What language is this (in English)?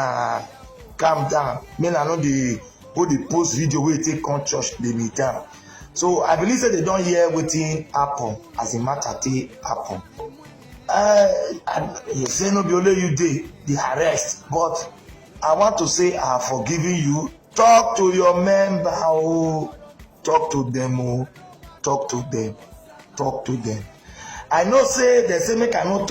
Nigerian Pidgin